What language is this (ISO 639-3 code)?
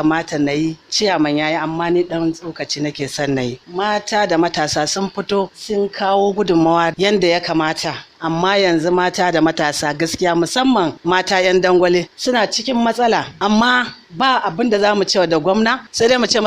hau